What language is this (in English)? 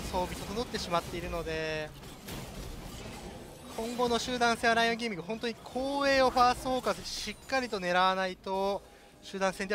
Japanese